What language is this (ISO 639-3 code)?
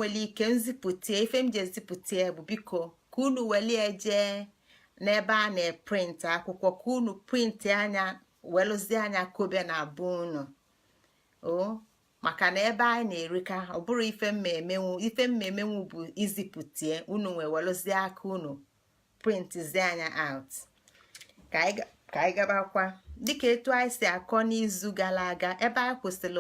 ibo